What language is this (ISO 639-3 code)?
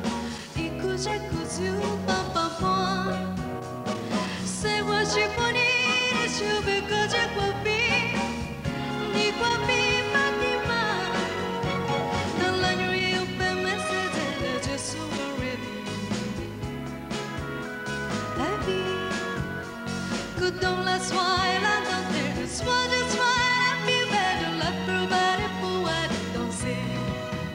fra